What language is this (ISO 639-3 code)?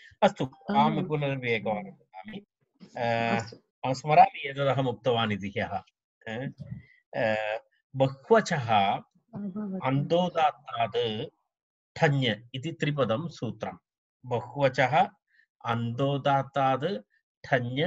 san